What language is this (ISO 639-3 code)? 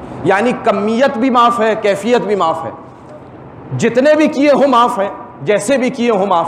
urd